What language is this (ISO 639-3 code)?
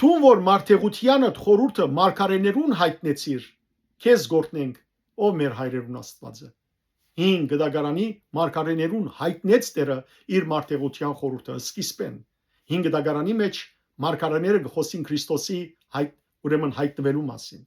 hyw